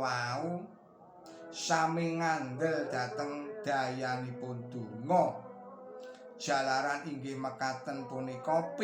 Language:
Javanese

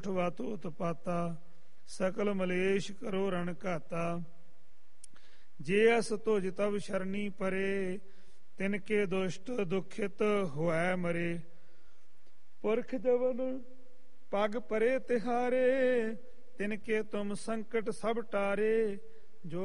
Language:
Punjabi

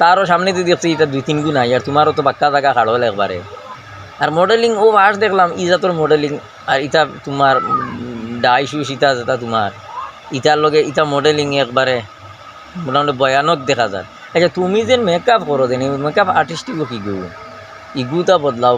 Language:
Sylheti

